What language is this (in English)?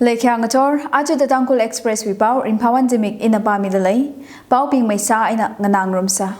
Tangkhul Naga (India)